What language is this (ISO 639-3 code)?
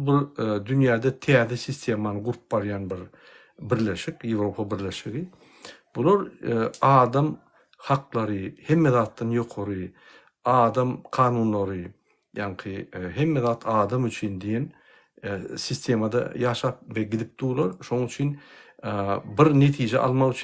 tuk